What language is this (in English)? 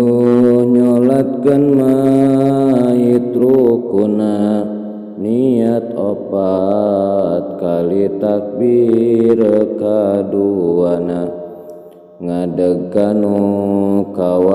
Sundanese